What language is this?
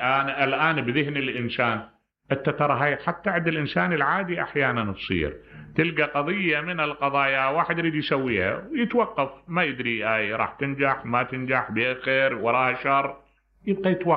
Mesopotamian Arabic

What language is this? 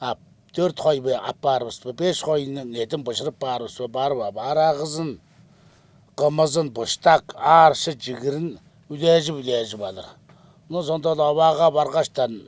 Tuvinian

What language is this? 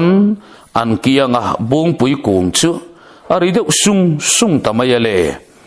Mizo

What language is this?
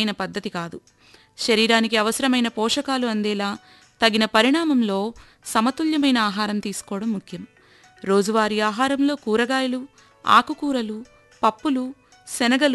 Telugu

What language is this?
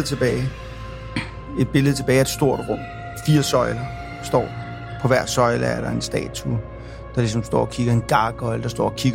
Danish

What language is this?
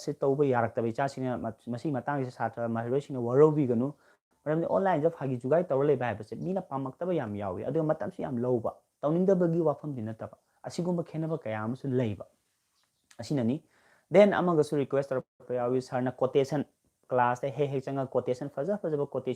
Manipuri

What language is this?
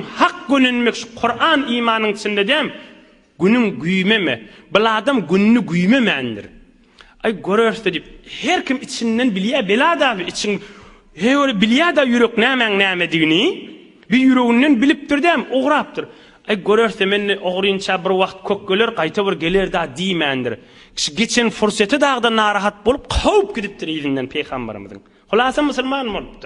Turkmen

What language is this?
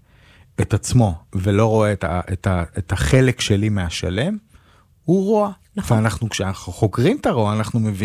Hebrew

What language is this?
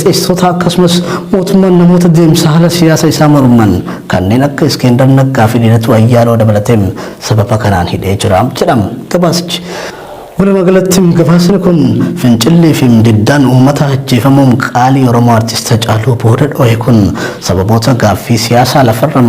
Oromo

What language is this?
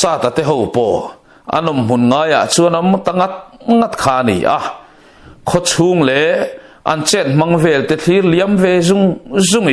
Mizo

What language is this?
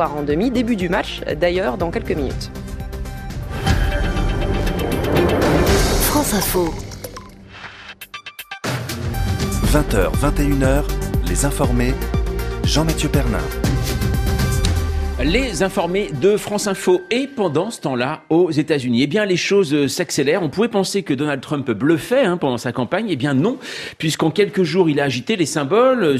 French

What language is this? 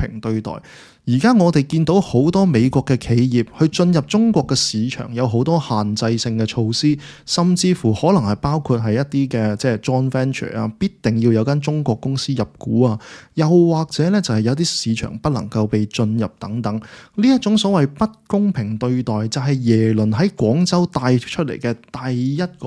Cantonese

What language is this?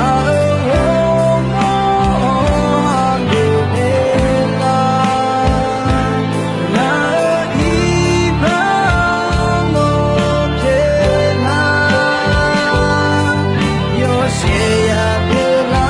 Akha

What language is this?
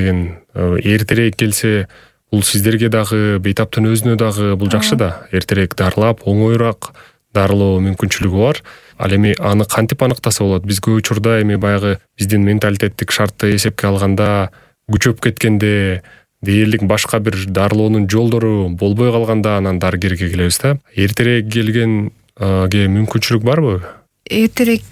Kyrgyz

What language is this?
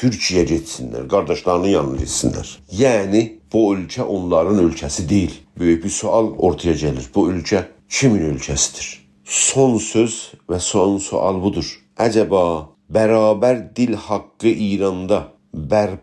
South Azerbaijani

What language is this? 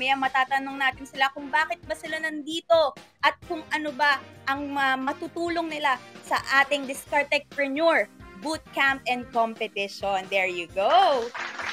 Filipino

